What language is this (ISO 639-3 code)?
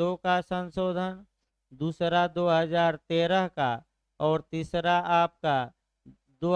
hin